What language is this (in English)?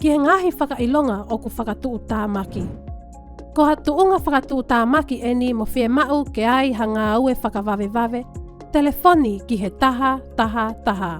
Tongan